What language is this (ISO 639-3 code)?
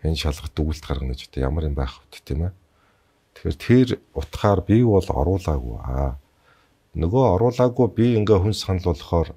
mon